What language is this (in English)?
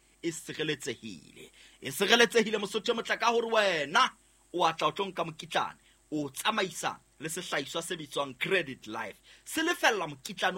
Southern Sotho